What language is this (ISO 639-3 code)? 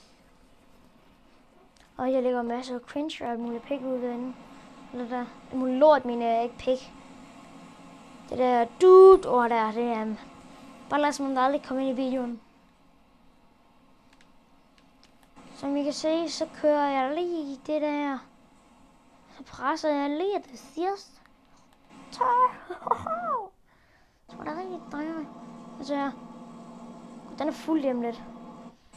dan